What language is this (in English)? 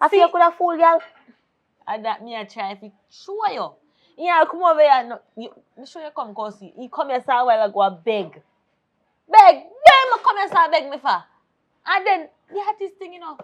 Jamaican Creole English